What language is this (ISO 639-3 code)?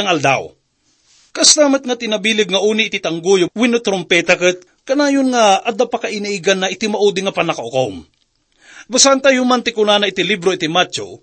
ilo